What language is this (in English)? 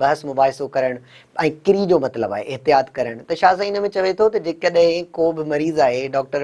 Sindhi